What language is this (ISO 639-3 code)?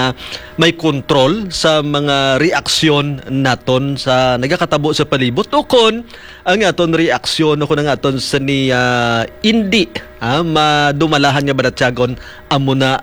hil